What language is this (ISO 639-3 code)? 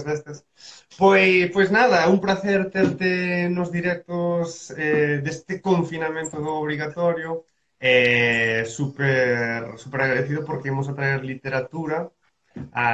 glg